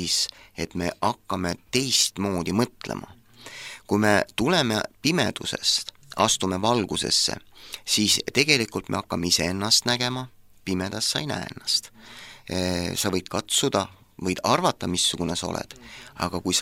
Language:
Estonian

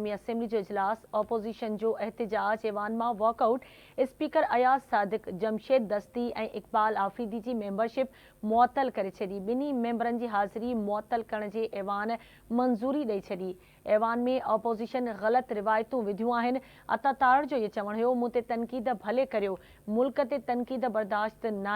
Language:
Sindhi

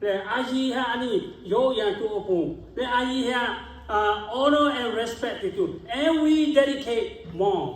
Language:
Lahu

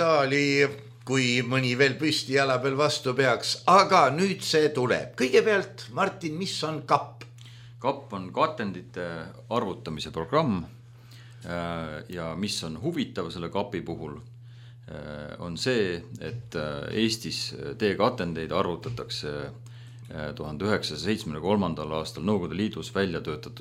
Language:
Estonian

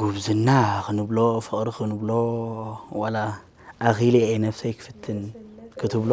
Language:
Tigrinya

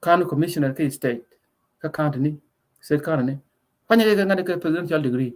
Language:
Nuer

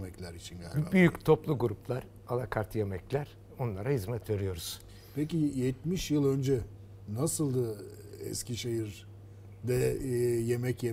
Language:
Turkish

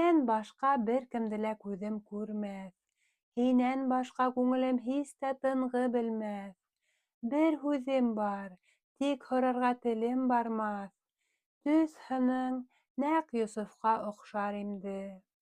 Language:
Bashkir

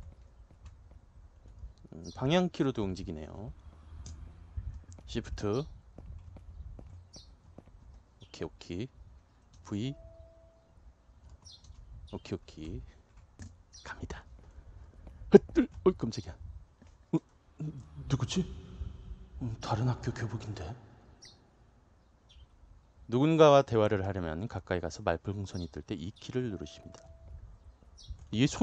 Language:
Korean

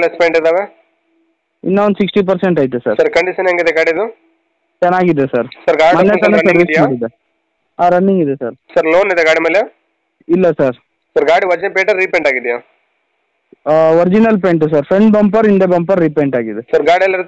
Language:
Kannada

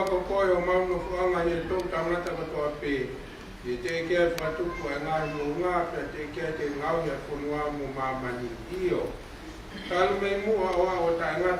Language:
Tongan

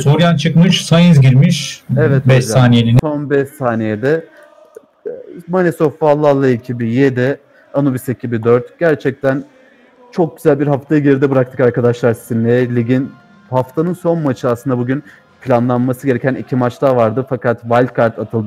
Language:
Turkish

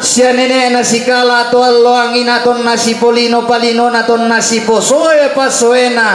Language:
Toraja-Sa'dan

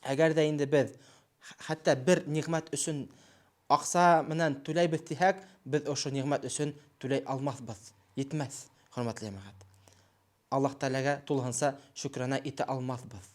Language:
Bashkir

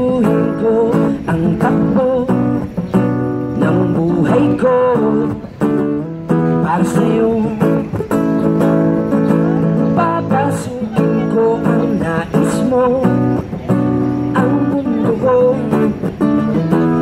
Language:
Filipino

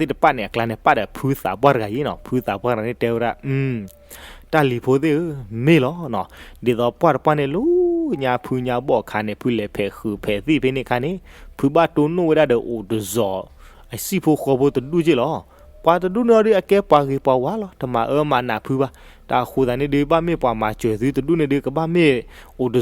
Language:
S'gaw Karen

